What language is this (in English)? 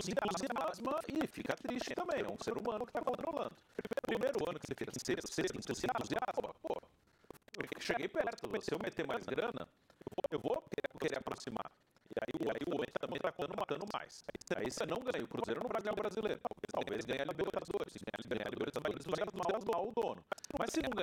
Portuguese